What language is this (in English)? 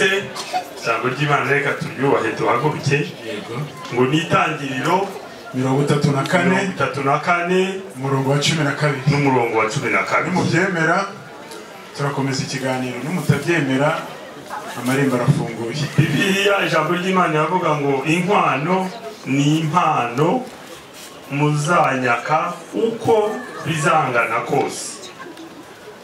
Kinyarwanda